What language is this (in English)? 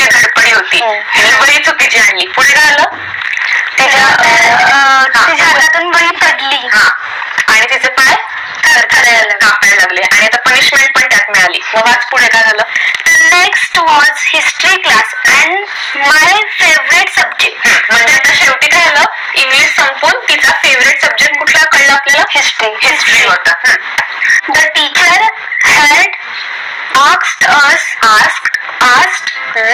Marathi